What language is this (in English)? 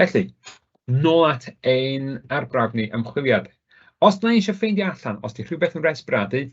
Welsh